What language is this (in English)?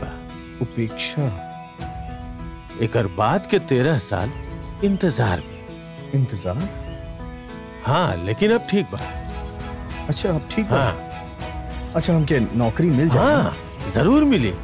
Bhojpuri